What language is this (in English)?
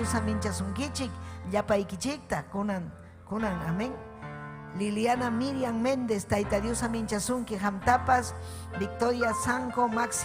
Ayacucho Quechua